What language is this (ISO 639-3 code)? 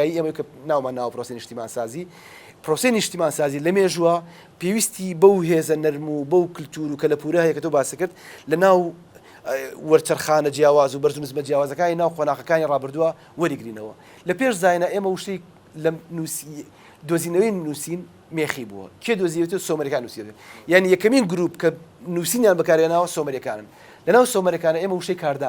ckb